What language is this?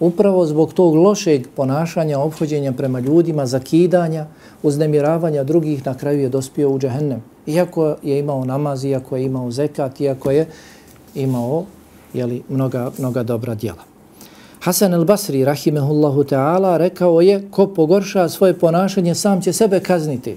Bosnian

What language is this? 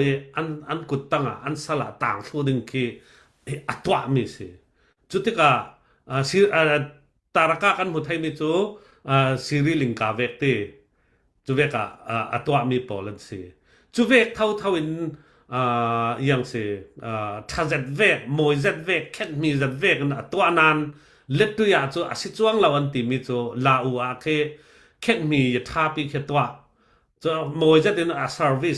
Falam Chin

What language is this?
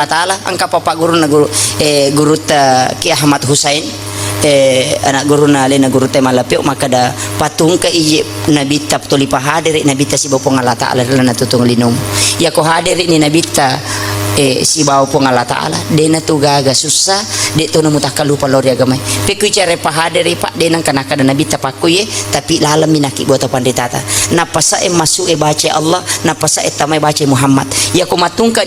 Buginese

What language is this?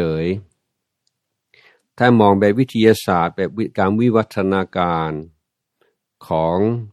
Thai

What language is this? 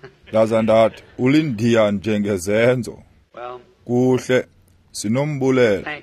Xhosa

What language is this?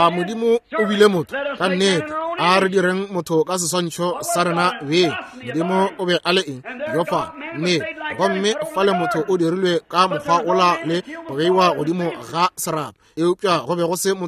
Northern Sotho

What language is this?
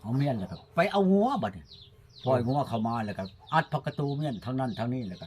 Lao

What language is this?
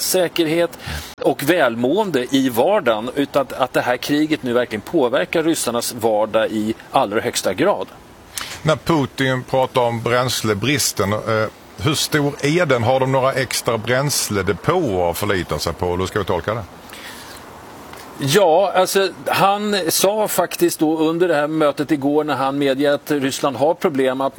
Swedish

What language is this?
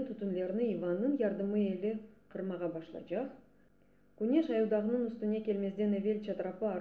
Crimean Tatar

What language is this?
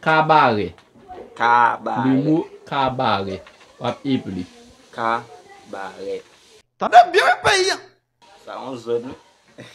Haitian Creole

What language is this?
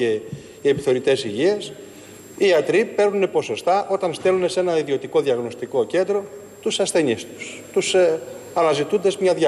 Greek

